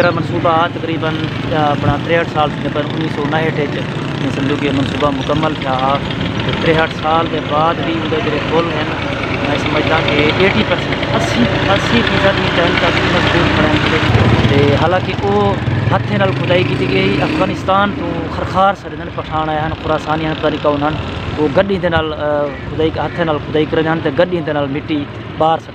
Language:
Saraiki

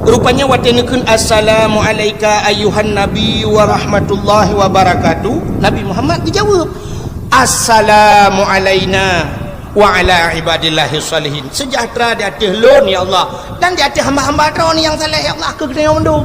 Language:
Achinese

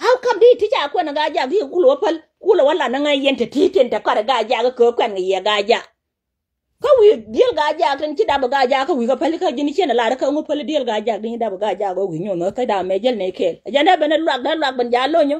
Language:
Nuer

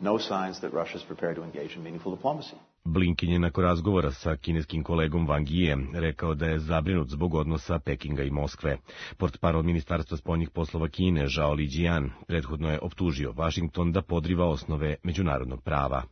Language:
Serbian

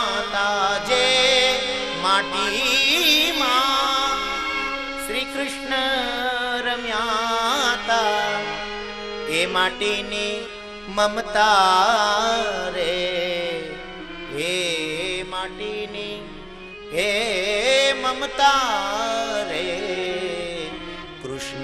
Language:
Gujarati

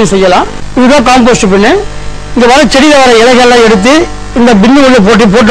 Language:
Tamil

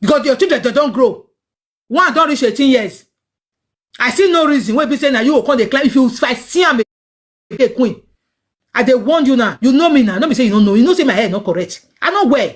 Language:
Nigerian Pidgin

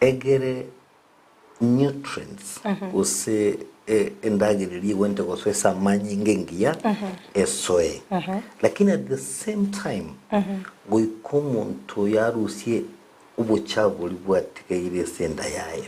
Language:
Gusii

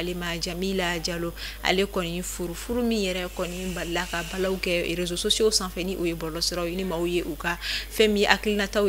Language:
Bambara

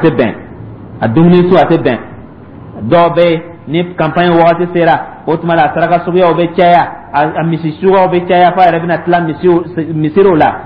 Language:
Dyula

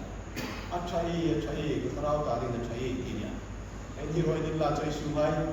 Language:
Hmar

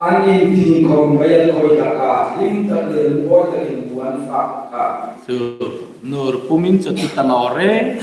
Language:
Hmar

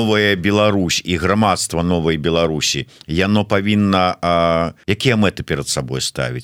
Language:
Belarusian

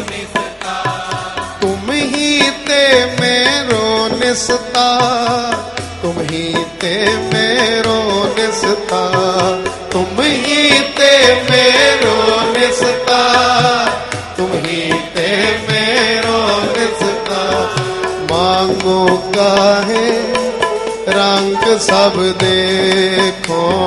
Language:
Punjabi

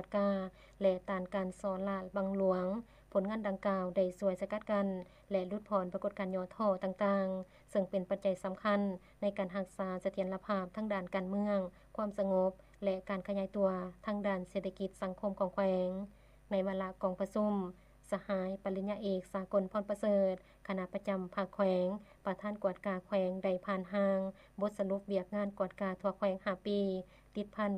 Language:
Lao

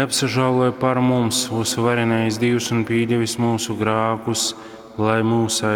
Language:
Latgalian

